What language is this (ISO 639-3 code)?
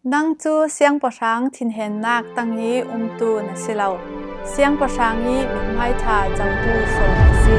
cfm